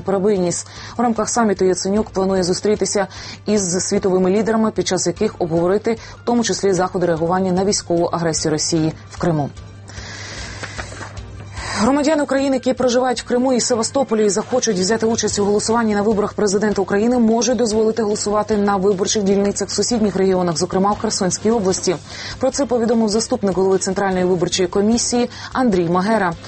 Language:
Ukrainian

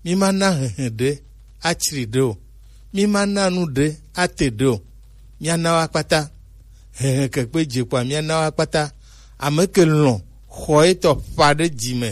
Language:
Gen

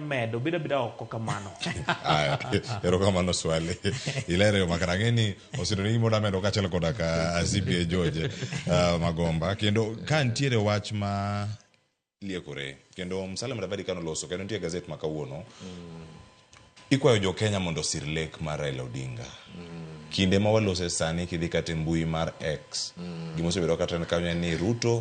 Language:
Luo (Kenya and Tanzania)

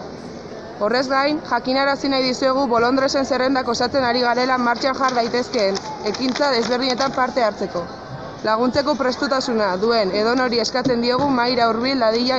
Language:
Basque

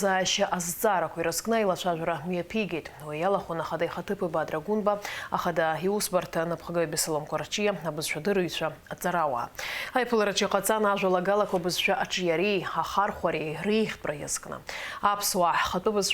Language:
Abkhazian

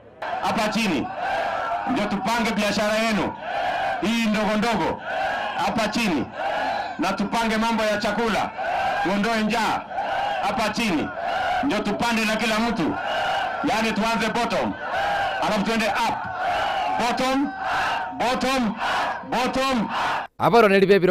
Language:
Gusii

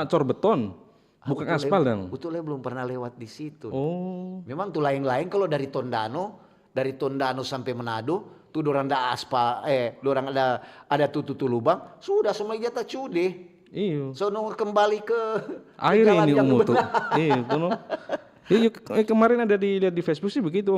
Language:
Manado Malay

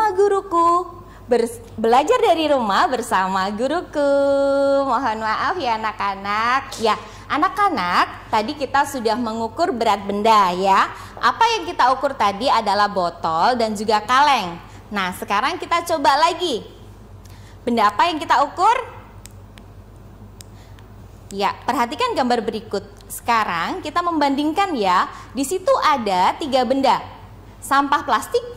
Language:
Indonesian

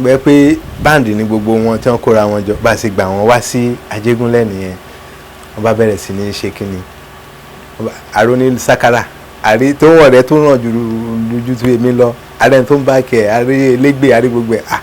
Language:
Yoruba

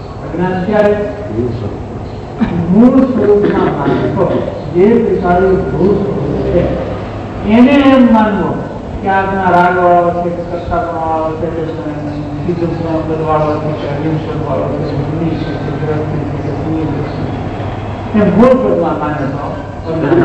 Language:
Gujarati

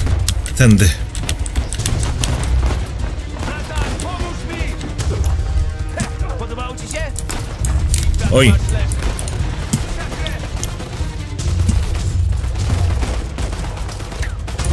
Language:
Polish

